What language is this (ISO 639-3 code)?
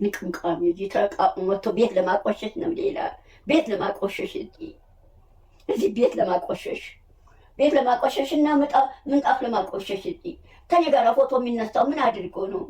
amh